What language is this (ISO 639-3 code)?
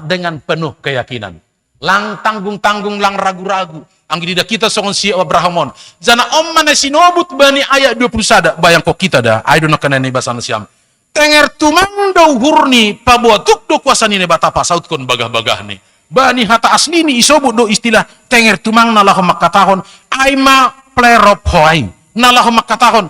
bts